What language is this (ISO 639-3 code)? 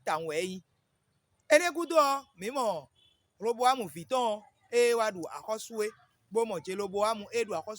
fon